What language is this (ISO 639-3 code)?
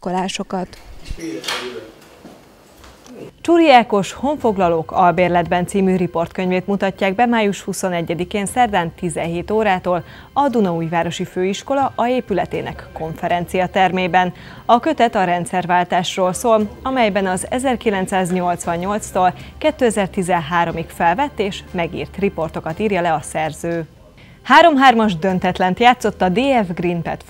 hun